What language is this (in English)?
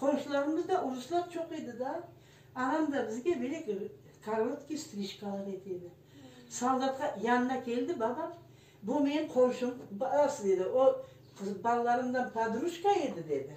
Crimean Tatar